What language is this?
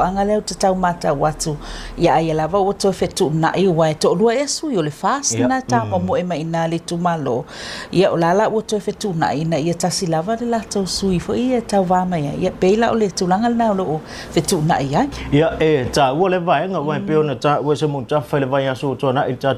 Samoan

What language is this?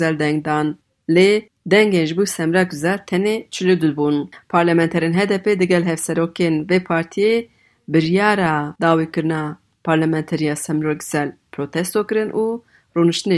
Kurdish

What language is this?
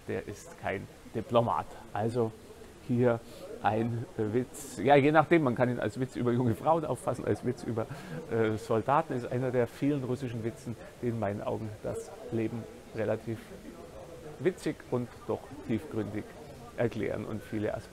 German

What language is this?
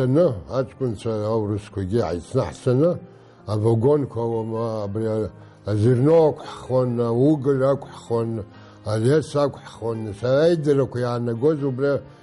Abkhazian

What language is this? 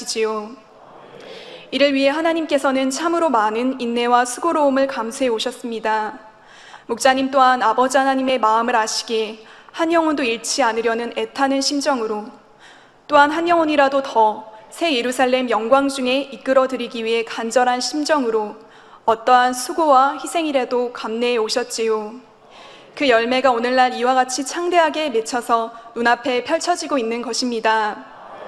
Korean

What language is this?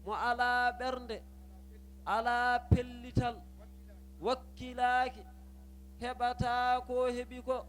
Fula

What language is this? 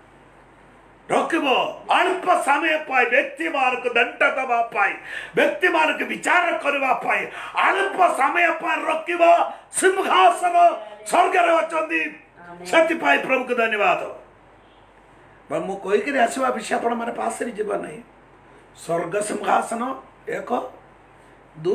Odia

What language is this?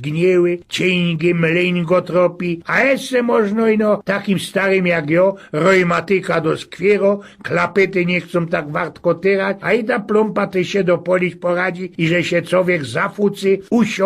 Silesian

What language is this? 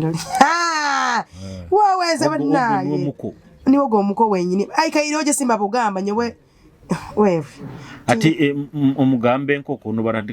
Nyoro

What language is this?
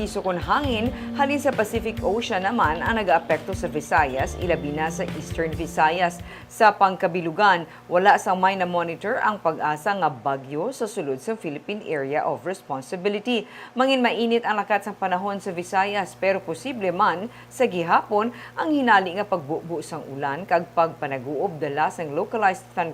Hiligaynon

